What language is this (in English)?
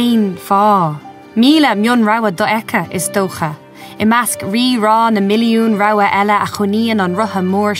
Irish